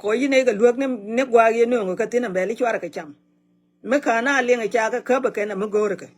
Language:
Nuer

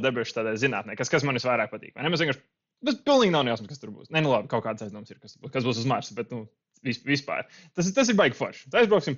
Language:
Latvian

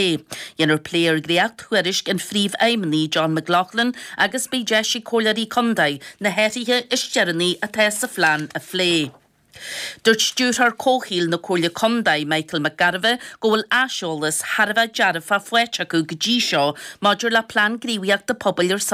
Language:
Irish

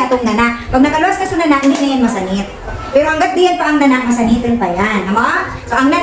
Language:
Bikol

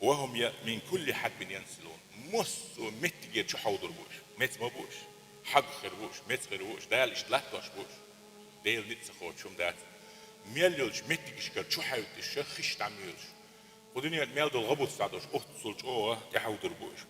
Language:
Chechen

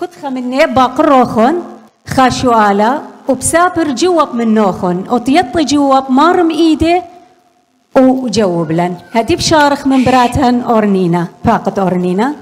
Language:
Assyrian Neo-Aramaic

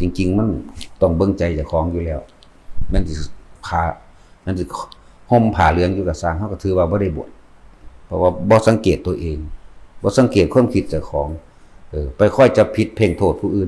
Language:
Northeastern Thai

